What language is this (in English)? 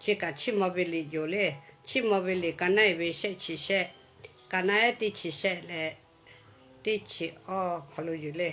Lahu